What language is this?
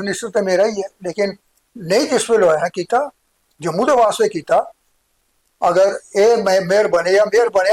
Dogri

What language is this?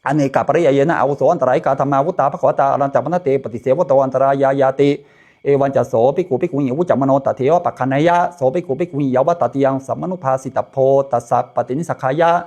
Pali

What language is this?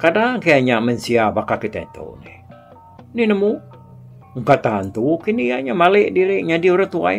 Iban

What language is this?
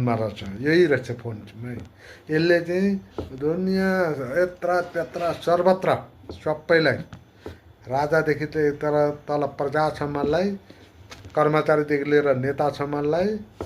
Nepali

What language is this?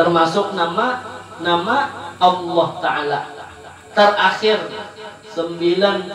Banjar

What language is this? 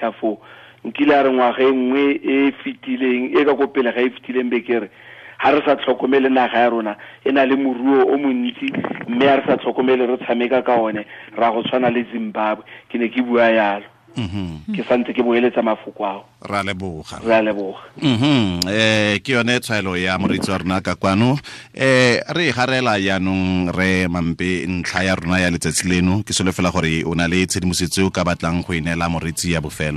Tswana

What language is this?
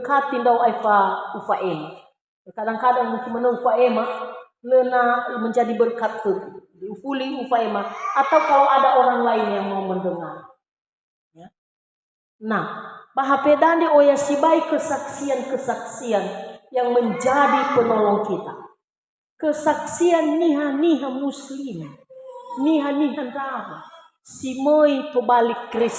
Nias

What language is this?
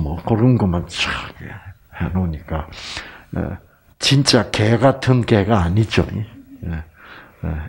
Korean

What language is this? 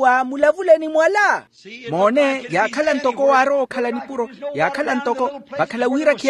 Makhuwa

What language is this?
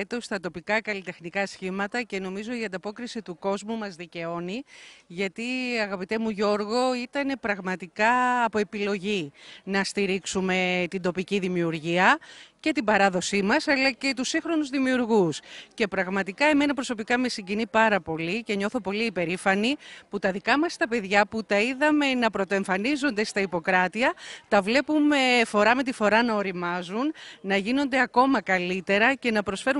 Greek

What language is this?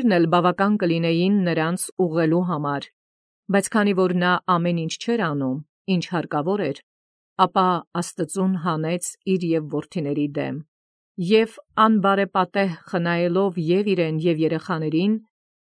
Armenian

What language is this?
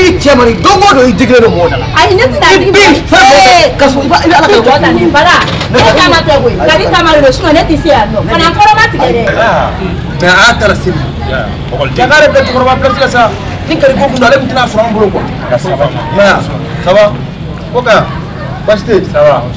Bambara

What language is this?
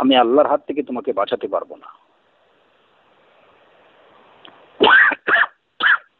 Bangla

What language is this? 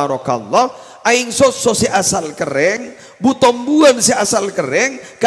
Madurese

